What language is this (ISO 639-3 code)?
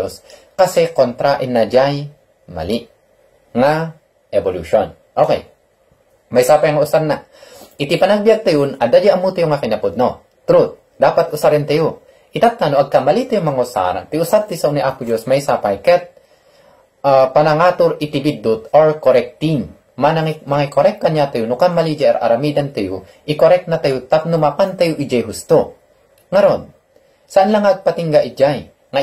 ilo